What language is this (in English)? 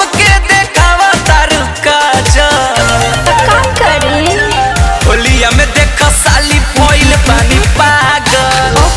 Bhojpuri